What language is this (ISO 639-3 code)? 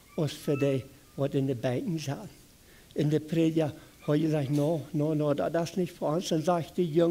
pdt